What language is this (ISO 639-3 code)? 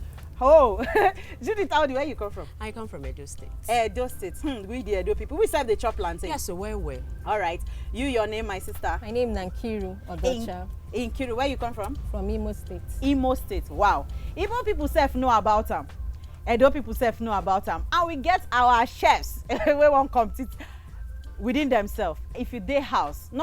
pcm